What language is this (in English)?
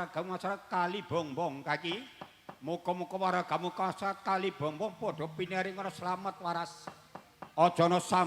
Javanese